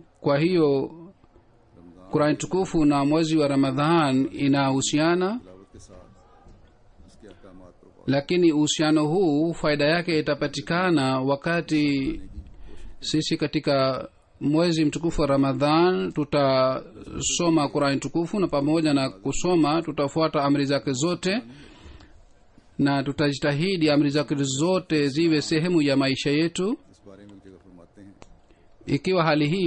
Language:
Swahili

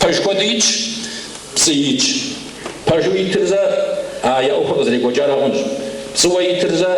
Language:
Kabardian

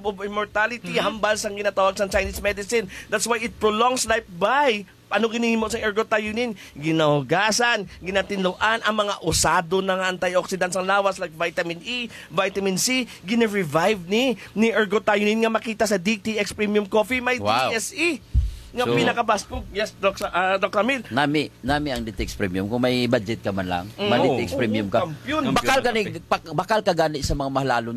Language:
Hiligaynon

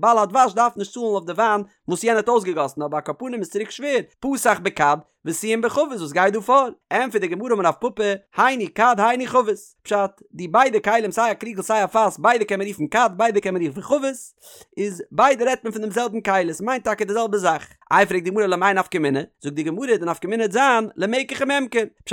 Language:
Yiddish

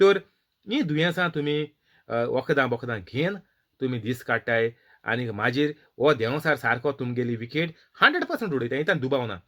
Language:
Konkani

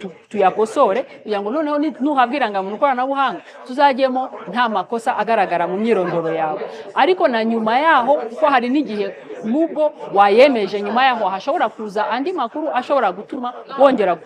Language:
Kinyarwanda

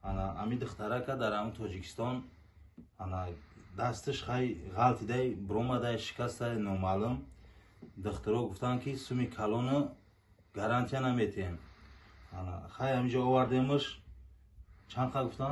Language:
Tajik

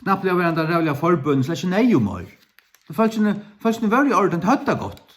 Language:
Faroese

